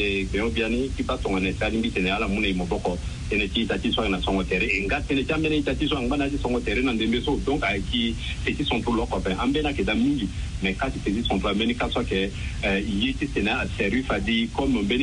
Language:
Sango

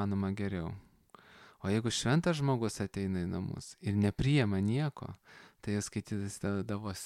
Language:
Lithuanian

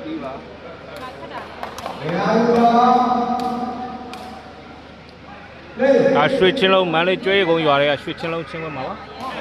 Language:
Burmese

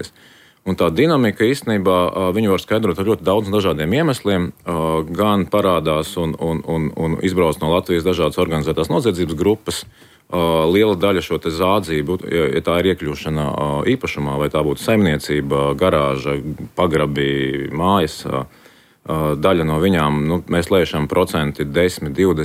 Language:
Latvian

